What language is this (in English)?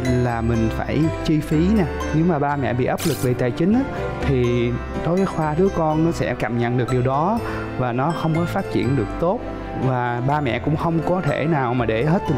Vietnamese